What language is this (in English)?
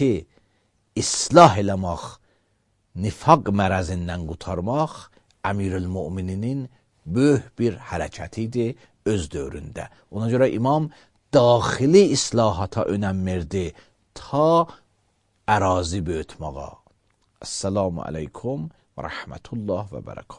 Azerbaijani